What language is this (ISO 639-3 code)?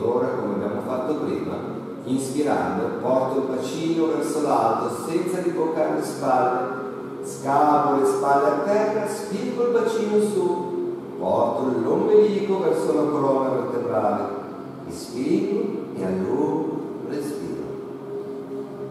ita